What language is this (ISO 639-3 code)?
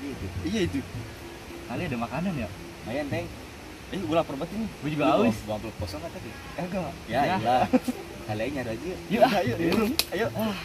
bew